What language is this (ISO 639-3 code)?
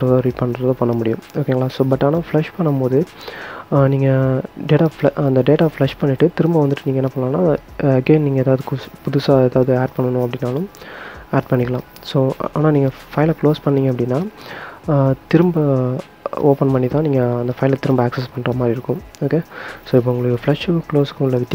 tam